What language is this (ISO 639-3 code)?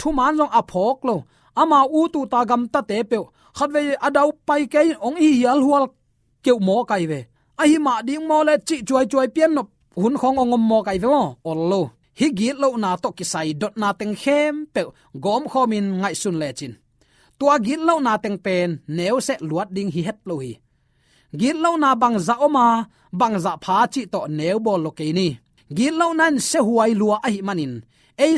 ctd